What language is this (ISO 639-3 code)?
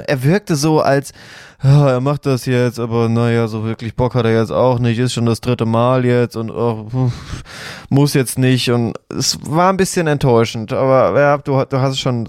deu